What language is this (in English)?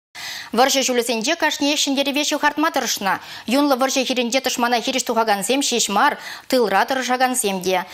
Chuvash